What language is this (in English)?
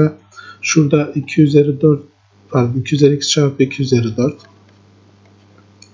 Turkish